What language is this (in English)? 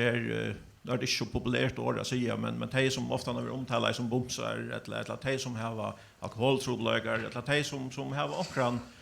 Faroese